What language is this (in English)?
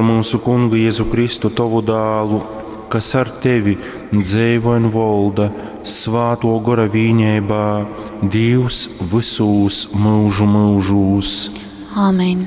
Latgalian